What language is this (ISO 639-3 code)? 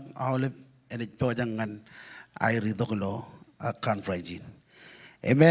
mah